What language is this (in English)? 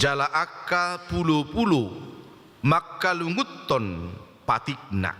Batak Toba